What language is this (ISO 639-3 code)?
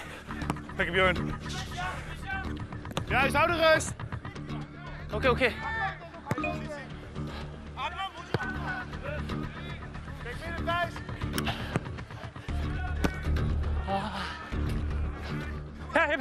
kor